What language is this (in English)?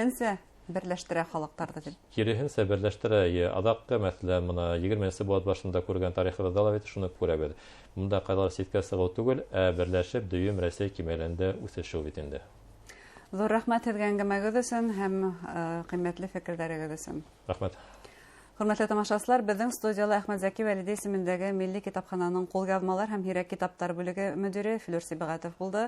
Bashkir